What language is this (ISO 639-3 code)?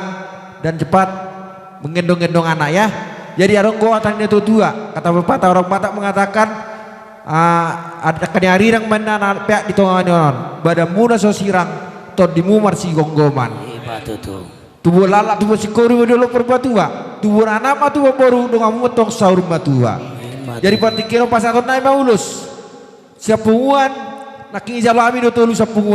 bbc